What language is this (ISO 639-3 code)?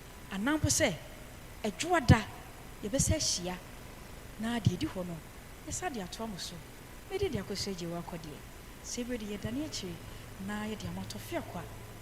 aka